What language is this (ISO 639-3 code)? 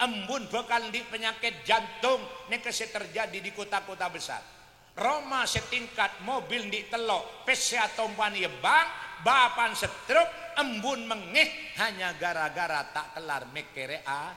mad